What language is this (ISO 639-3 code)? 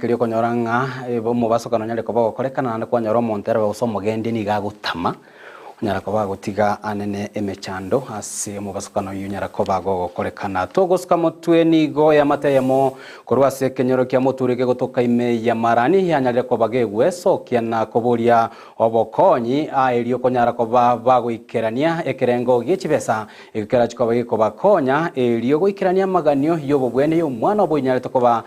guz